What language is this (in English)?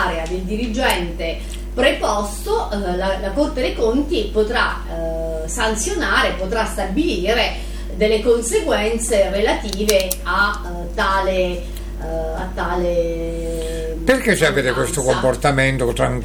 Italian